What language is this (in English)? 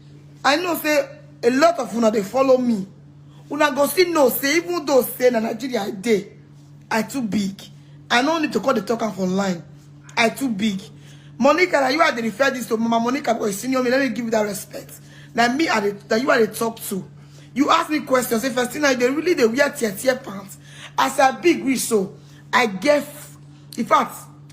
Nigerian Pidgin